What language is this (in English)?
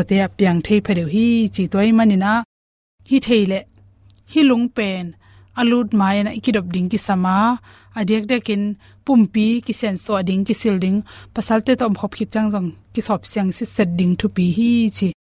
Tedim Chin